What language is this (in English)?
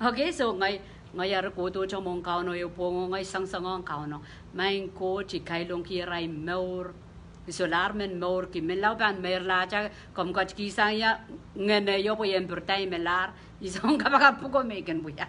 Pohnpeian